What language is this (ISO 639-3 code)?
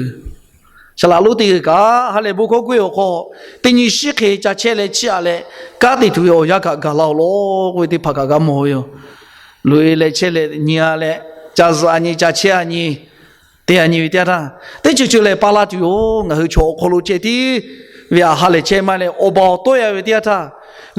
lhu